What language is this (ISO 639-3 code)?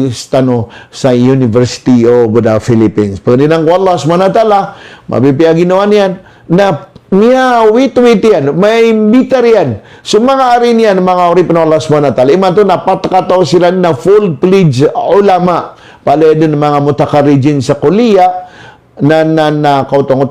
mrw